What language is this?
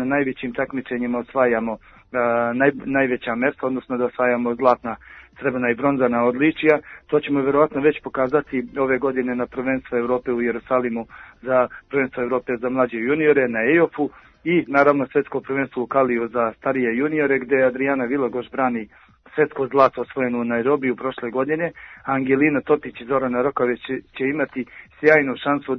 Serbian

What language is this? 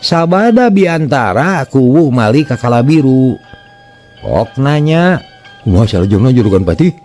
Sundanese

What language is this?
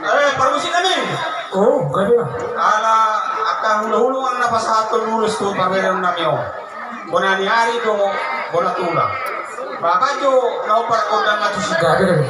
Batak Toba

